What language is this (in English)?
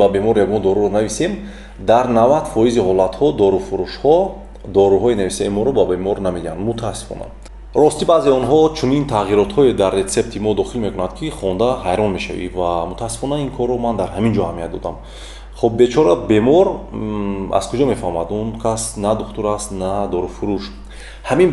Tajik